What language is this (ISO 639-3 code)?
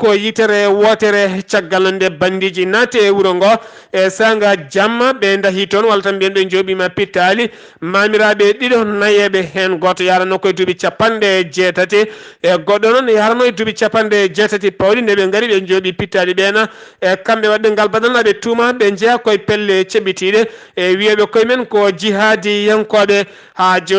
ful